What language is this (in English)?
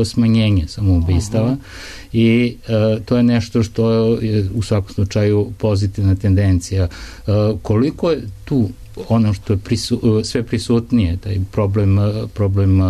Serbian